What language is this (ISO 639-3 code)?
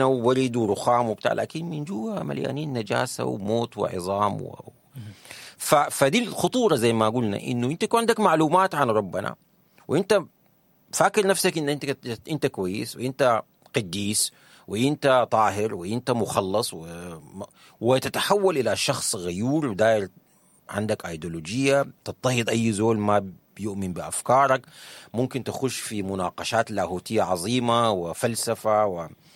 apd